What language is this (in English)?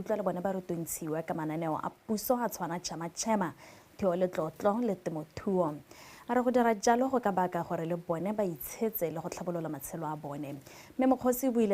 Tswana